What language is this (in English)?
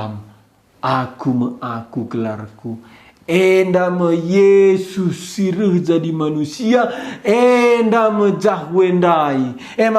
Batak Karo